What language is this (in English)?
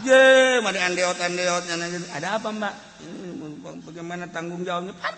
Sundanese